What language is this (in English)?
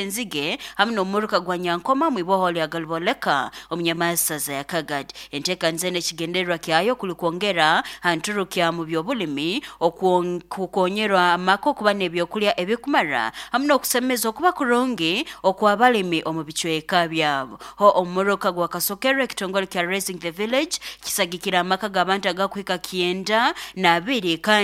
Nyoro